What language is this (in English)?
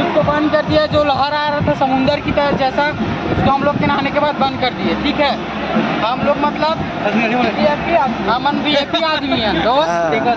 Chhattisgarhi